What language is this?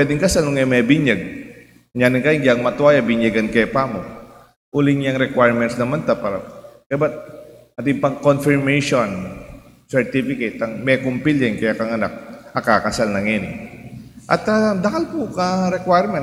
Pampanga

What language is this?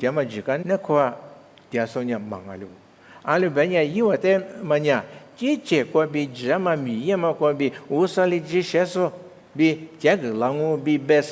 Lisu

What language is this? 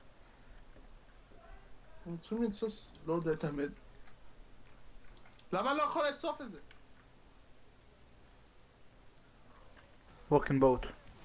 Hebrew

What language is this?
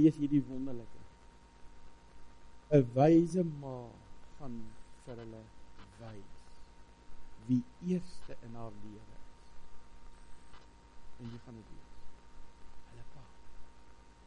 Afrikaans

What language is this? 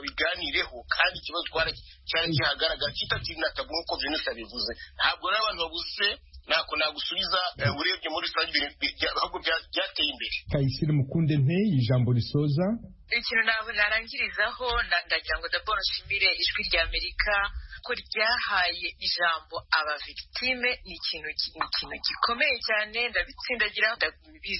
Kinyarwanda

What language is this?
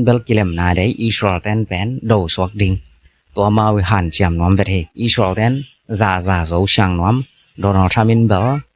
Tedim Chin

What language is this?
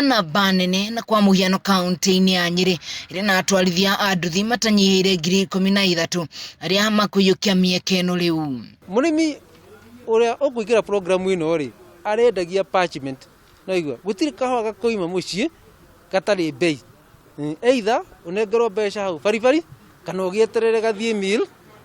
Kikuyu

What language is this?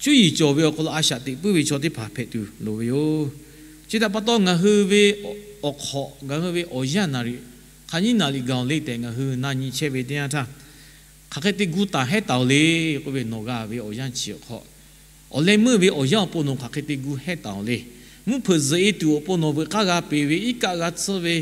Lahu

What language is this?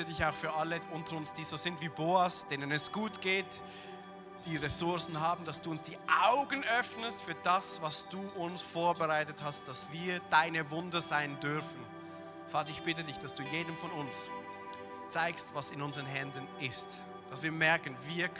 Swiss German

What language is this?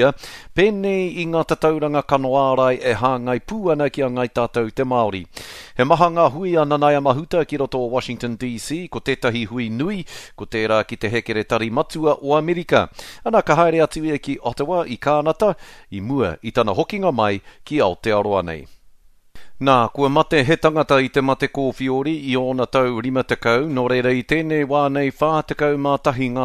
Māori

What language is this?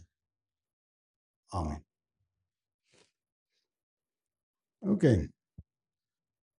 Afrikaans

